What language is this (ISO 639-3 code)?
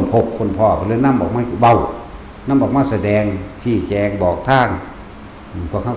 tts